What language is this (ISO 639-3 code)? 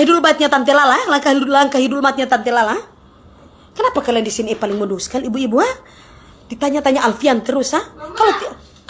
xmm